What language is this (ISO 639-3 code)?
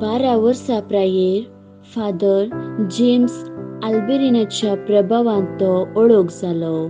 kok